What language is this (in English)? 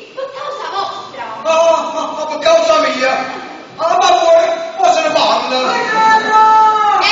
Neapolitan